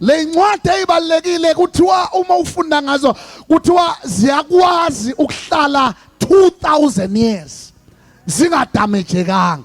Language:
Zulu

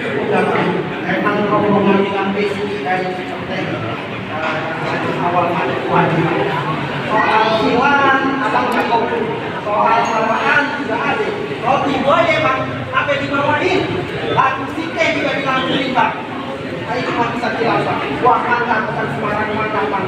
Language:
Betawi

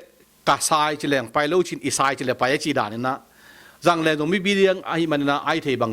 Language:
Tedim Chin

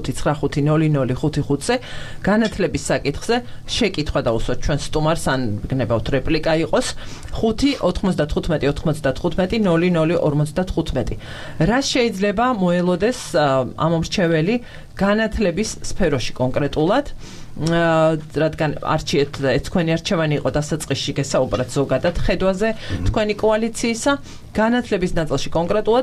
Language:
Georgian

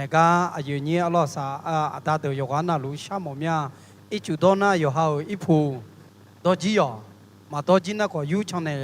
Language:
Akha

